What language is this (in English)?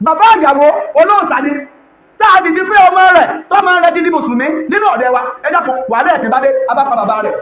Yoruba